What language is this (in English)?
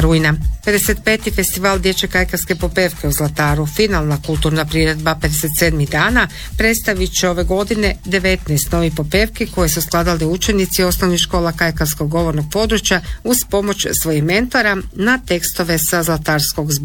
Croatian